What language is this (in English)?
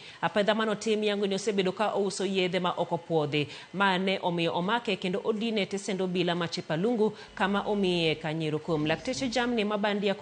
Luo (Kenya and Tanzania)